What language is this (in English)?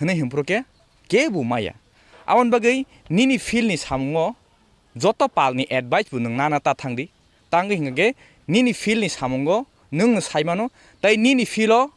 Kok Borok